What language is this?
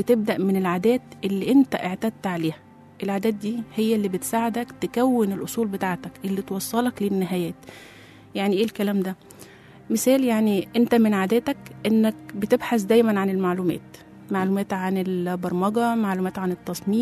Egyptian Arabic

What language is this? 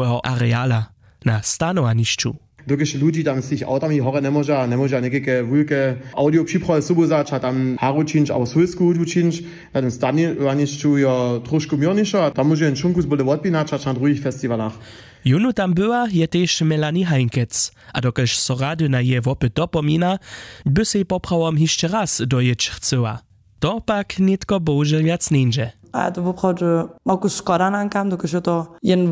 Upper Sorbian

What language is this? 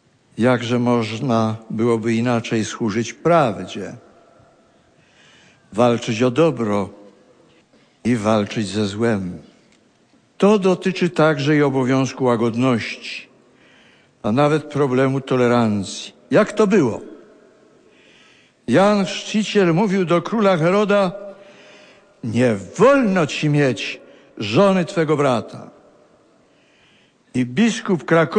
Polish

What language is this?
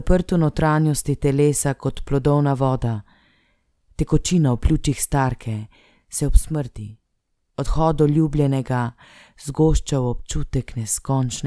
Slovenian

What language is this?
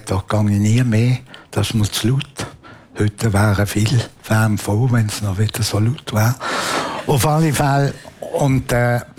German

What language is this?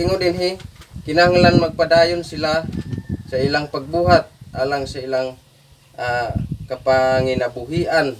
Cebuano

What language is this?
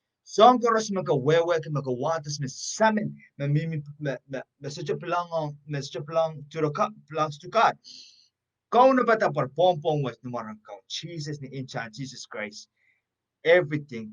Pohnpeian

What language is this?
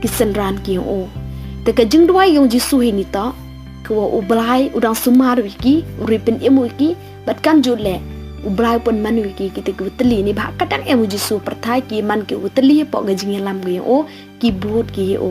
Pnar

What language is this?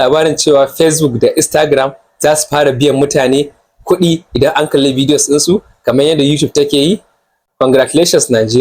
Hausa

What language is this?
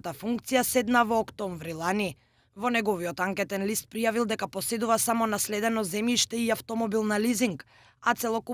Macedonian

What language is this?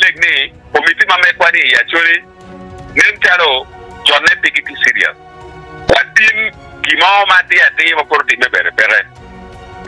Acoli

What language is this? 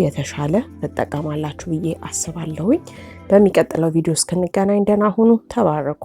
Amharic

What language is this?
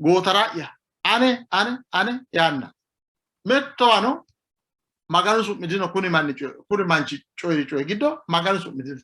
Sidamo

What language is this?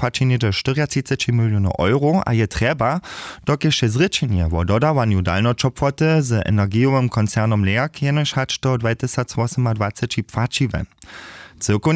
Upper Sorbian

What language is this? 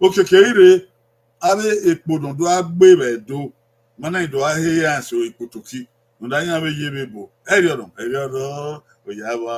Bini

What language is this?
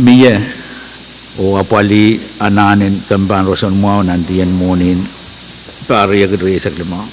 Pohnpeian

